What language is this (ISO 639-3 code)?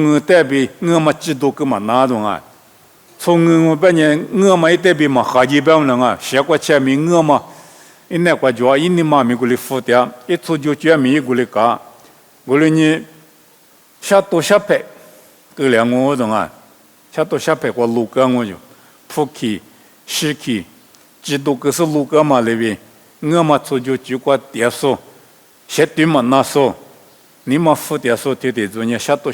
lis